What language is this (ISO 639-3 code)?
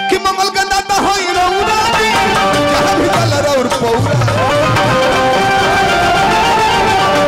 bho